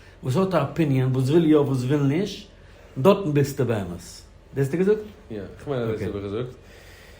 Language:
Yiddish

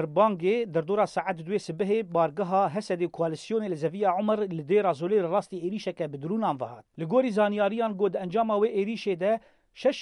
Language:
Kurdish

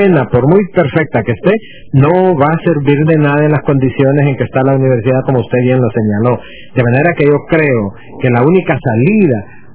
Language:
Spanish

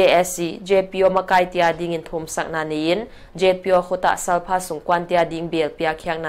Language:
Paite Chin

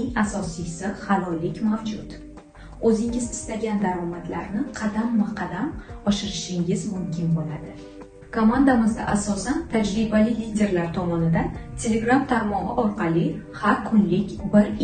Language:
Uzbek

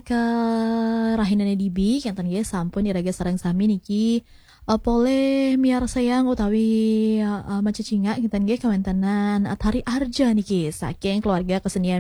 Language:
Balinese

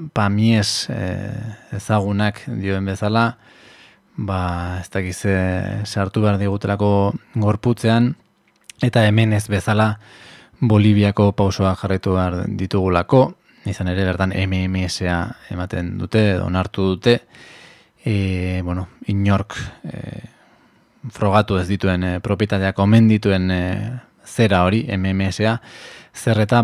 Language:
Basque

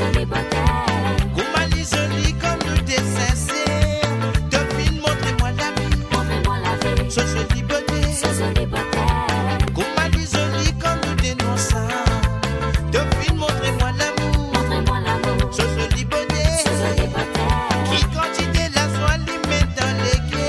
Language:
Morisyen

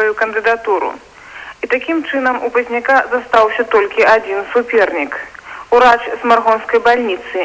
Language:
Belarusian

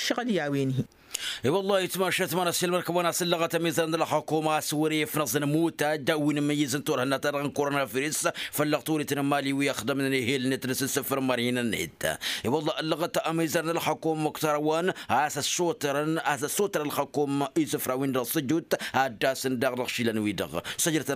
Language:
Tamasheq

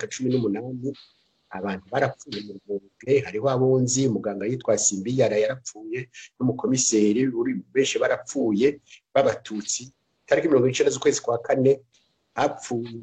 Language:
Rundi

